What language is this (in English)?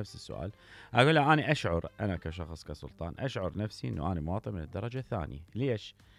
Mesopotamian Arabic